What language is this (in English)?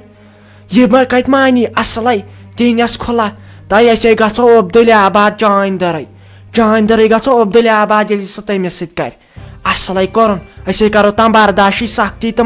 Kashmiri